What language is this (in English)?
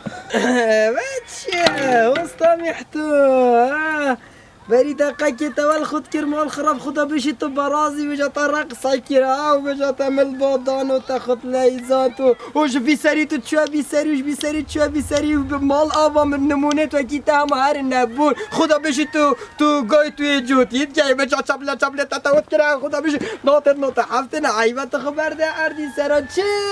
Kurdish